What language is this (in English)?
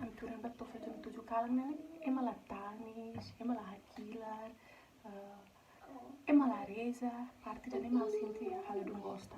Tetum